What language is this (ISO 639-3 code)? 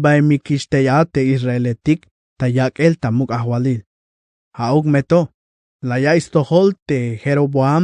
tzh